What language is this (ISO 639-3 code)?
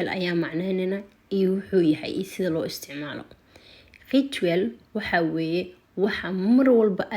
som